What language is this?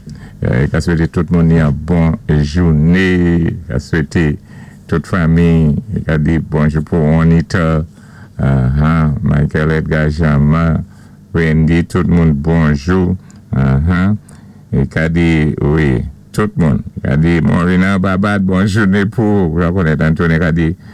Saint Lucian Creole French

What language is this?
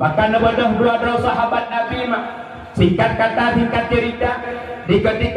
Achinese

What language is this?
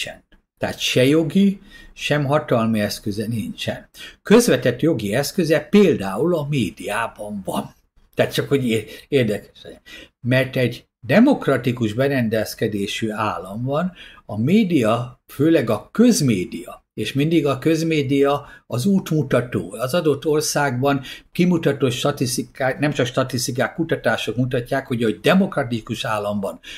Hungarian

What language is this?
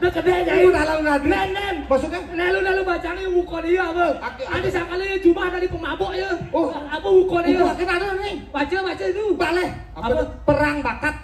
Balinese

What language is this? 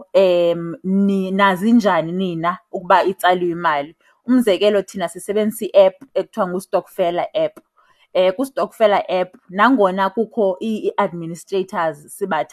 Xhosa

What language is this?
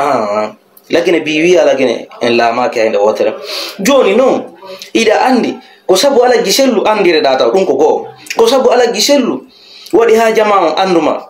Fula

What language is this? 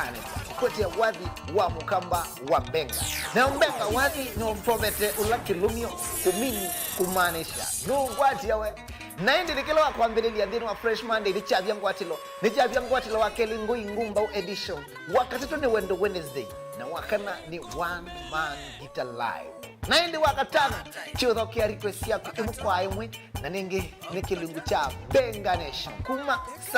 Kamba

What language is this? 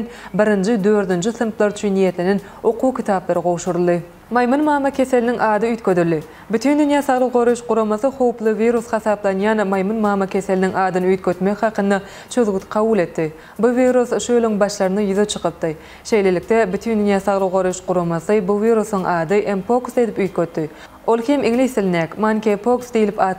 Turkmen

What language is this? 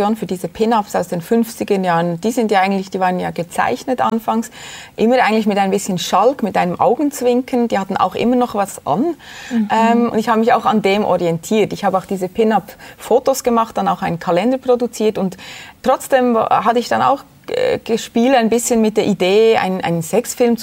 German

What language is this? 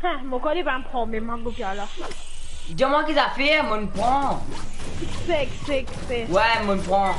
Morisyen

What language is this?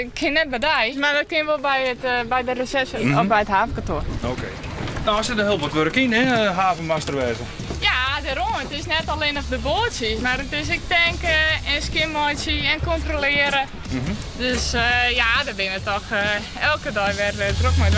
Western Frisian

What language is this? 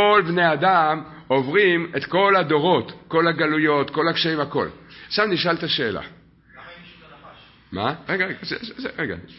Hebrew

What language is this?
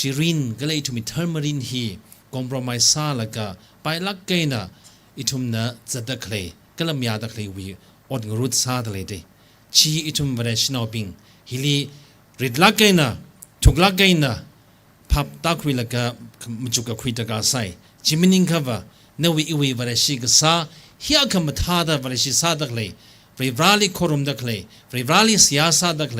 Tangkhul Naga (India)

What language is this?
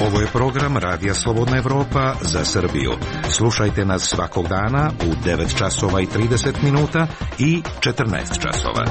Serbian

